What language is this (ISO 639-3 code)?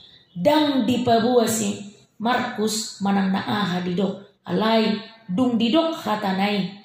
bbc